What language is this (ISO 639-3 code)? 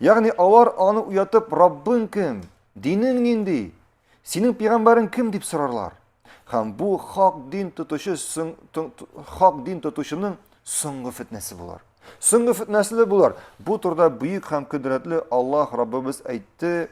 tat